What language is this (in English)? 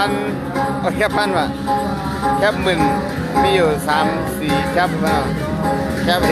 Shan